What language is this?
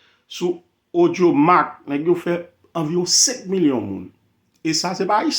Haitian Creole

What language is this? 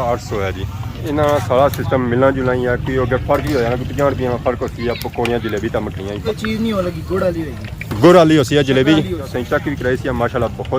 Pahari-Potwari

